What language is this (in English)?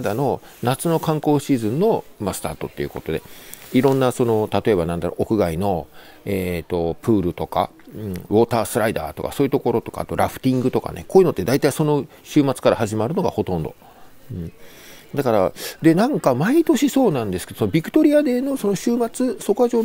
Japanese